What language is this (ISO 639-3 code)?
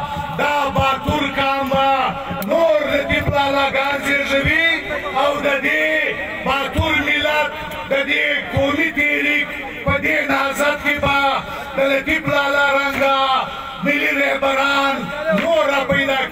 pus